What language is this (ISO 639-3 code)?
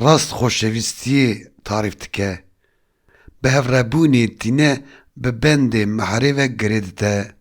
kur